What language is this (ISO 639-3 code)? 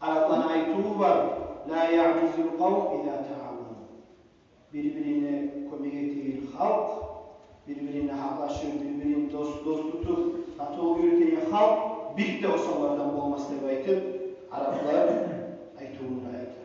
kum